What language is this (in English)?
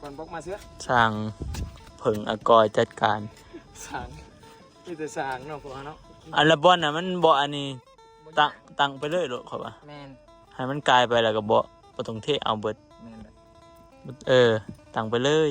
Northeastern Thai